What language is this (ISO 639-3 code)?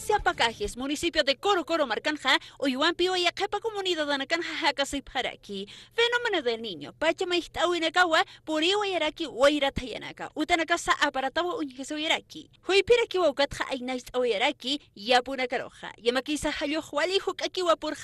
aym